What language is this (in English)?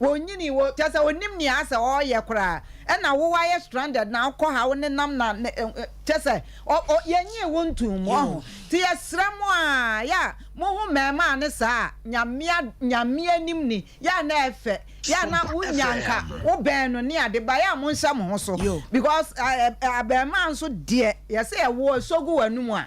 Akan